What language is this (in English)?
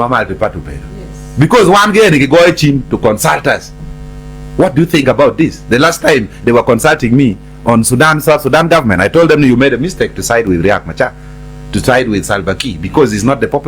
Acoli